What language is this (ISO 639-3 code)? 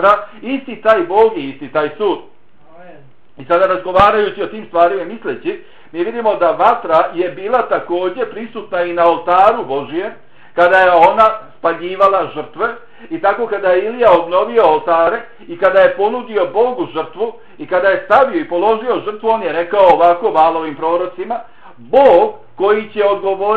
bos